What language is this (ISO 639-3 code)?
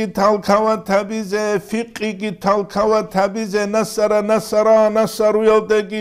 ava